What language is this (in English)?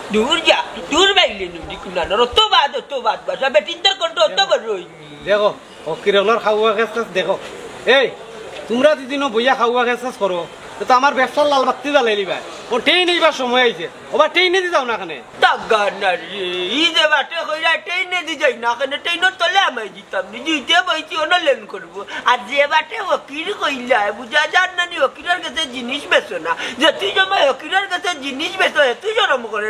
Sylheti